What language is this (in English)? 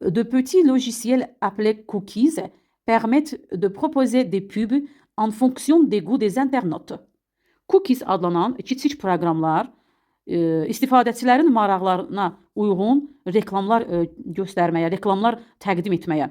Azerbaijani